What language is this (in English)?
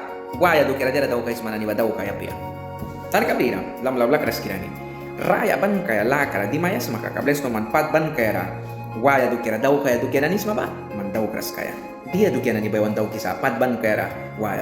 Mískito